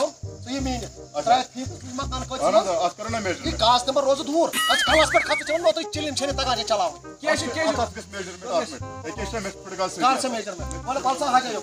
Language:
Kashmiri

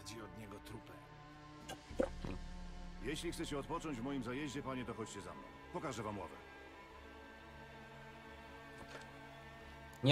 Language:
Polish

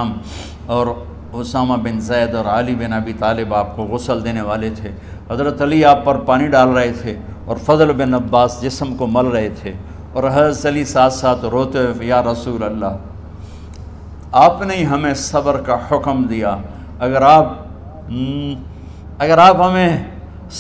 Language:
Urdu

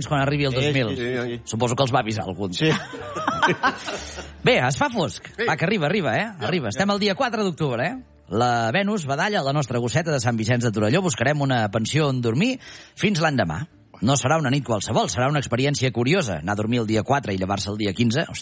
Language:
Catalan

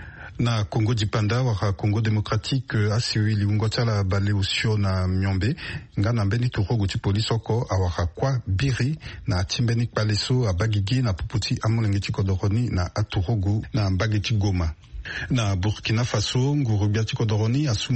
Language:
Sango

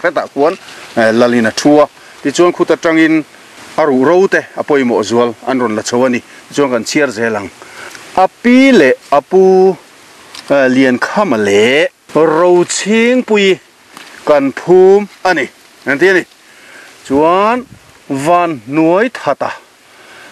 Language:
Mizo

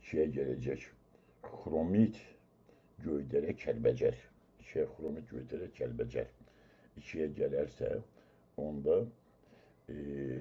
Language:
Azerbaijani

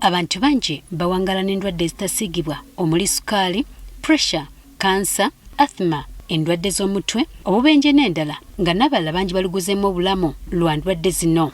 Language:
Ganda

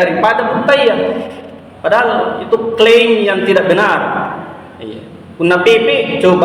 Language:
Makasar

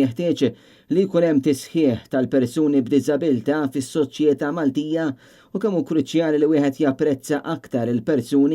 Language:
Maltese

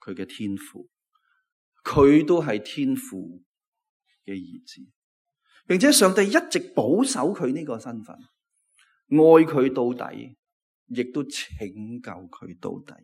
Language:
Cantonese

